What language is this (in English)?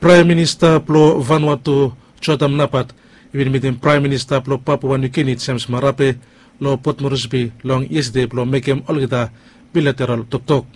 Bislama